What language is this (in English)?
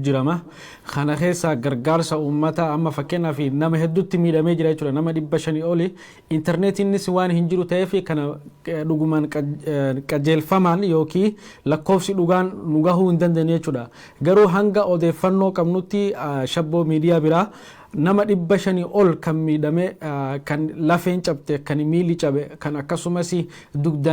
Oromo